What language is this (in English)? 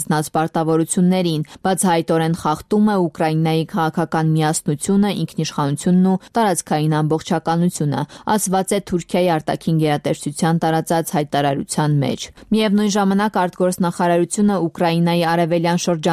Armenian